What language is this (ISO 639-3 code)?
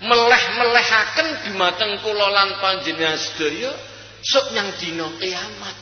jav